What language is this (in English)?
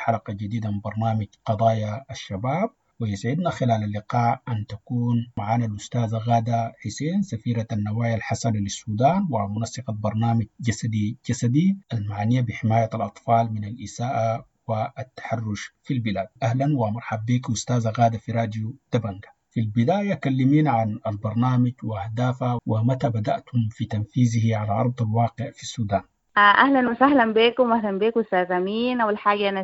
Sudanese Arabic